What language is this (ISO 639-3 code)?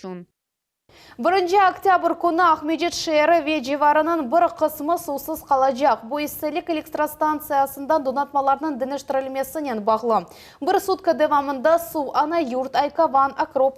crh